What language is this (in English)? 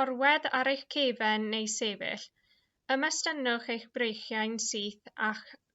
Welsh